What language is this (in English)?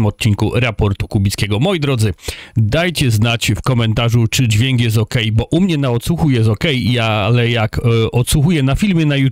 Polish